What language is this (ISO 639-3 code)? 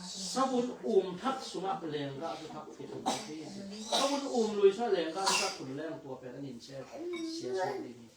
ctd